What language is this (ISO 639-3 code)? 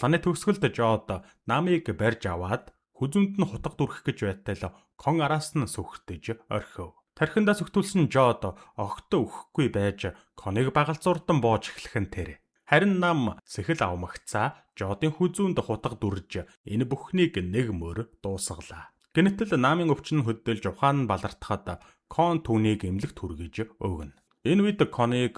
mon